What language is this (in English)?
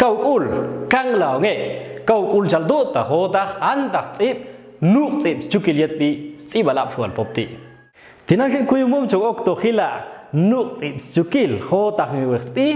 Popti'